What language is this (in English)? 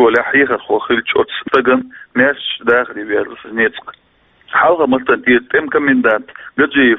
Chechen